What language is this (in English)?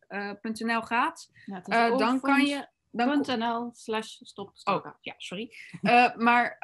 Dutch